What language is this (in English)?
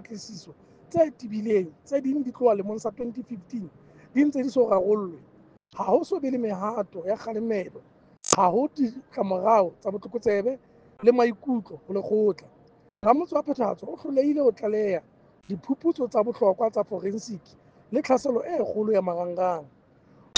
Southern Sotho